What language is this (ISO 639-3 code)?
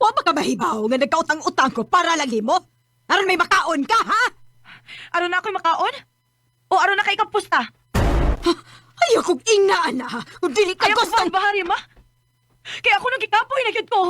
ceb